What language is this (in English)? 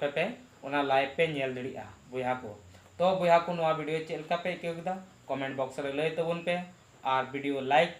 Santali